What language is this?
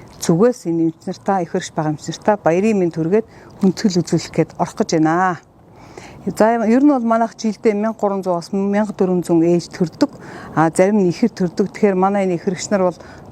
Mongolian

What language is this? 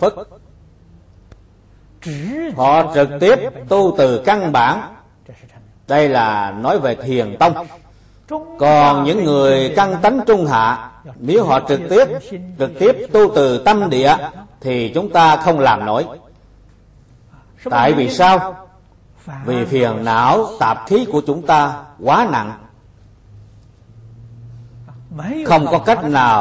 Vietnamese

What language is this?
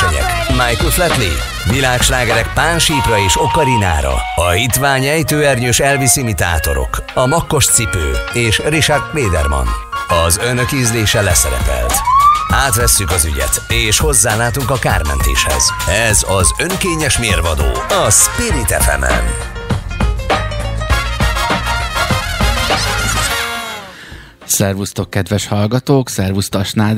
Hungarian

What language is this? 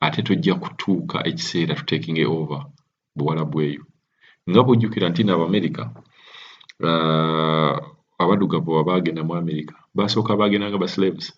Ganda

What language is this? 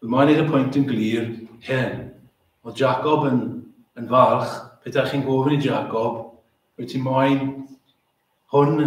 Welsh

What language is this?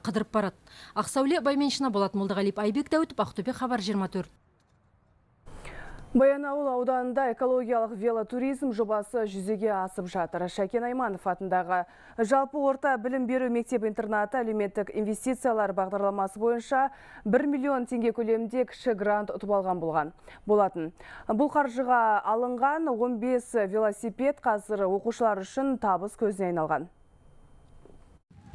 Kazakh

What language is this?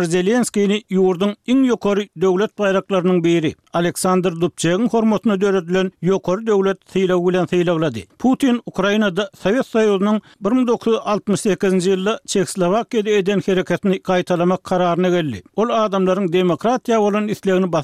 Turkmen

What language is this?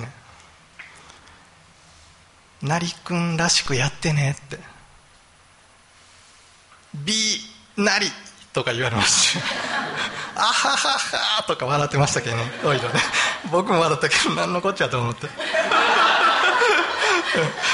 Japanese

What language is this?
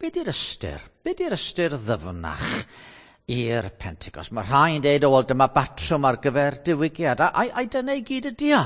Welsh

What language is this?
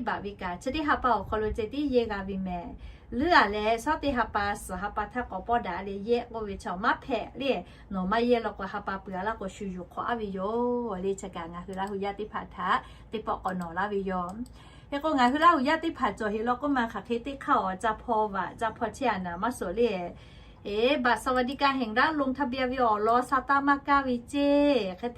Lahu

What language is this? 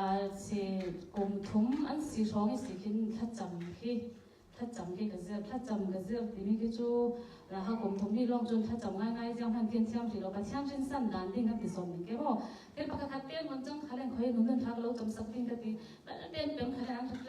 Falam Chin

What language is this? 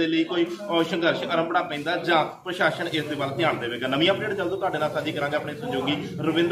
Punjabi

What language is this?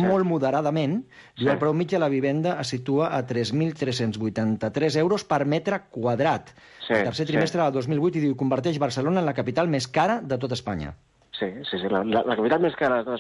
Catalan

